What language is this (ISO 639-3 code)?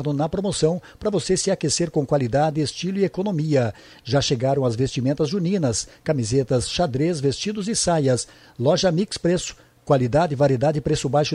por